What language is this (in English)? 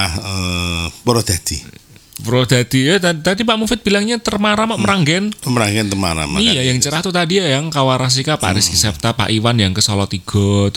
Indonesian